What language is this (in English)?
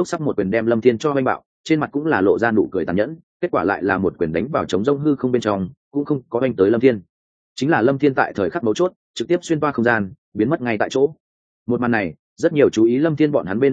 Vietnamese